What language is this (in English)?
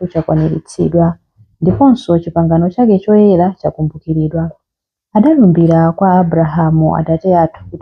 Nyanja